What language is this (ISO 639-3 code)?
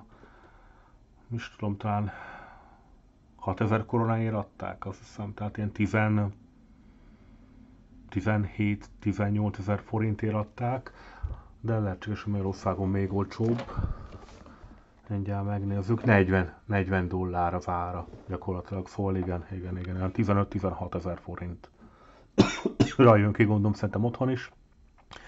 hun